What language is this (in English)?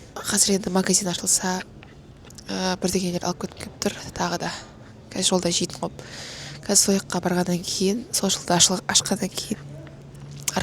Kazakh